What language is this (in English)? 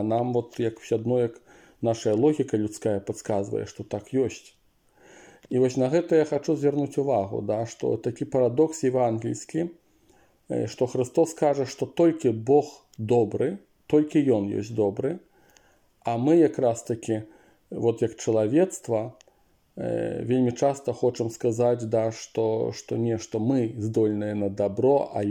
Belarusian